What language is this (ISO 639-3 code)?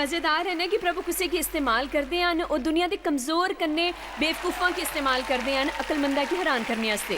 doi